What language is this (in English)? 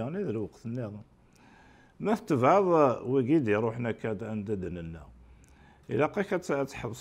Kabyle